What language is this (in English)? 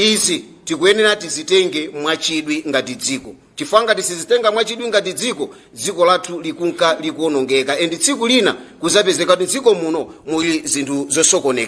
Nyanja